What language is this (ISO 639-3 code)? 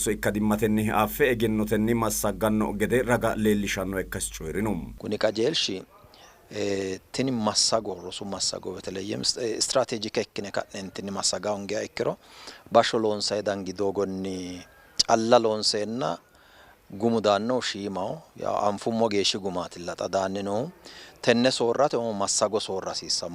sid